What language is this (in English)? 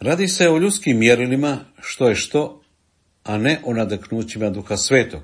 Croatian